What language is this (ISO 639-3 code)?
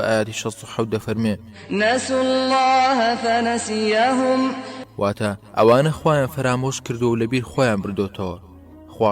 ckb